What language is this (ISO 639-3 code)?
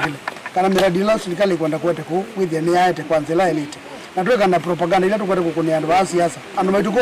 kam